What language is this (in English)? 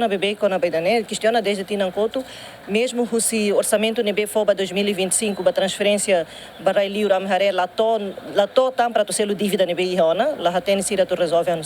Tetum